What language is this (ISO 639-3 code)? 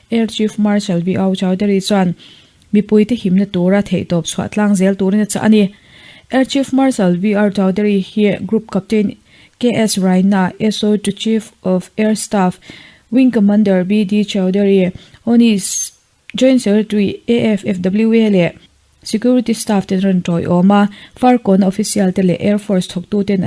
lus